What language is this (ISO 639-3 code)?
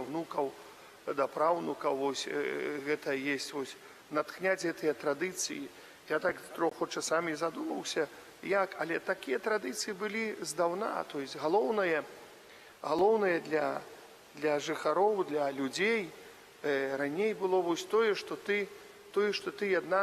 bel